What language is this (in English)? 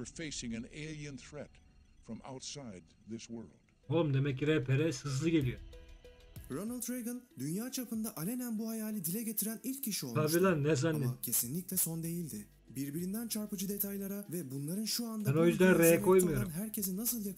Turkish